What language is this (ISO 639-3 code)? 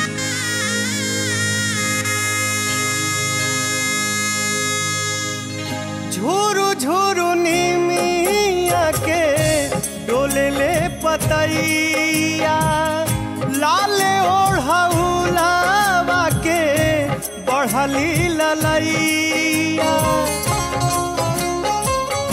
bho